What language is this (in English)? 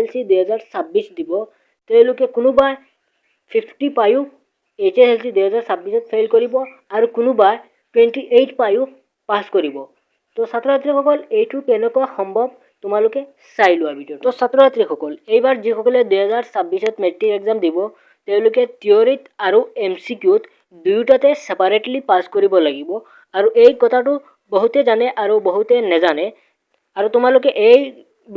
Assamese